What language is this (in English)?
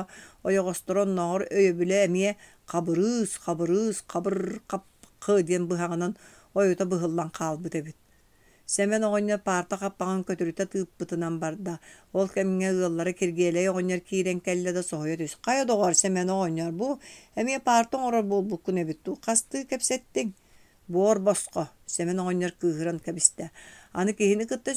Yakut